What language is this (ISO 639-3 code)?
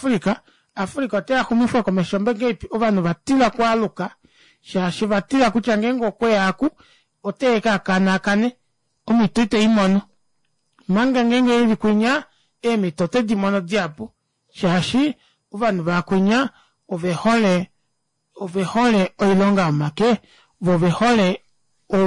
kua